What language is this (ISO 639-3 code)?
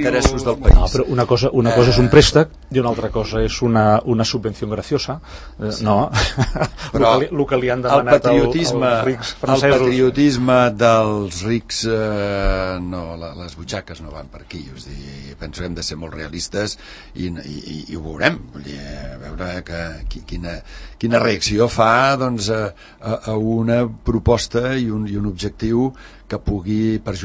cat